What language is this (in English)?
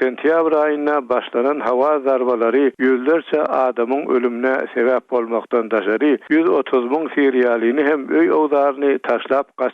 Turkmen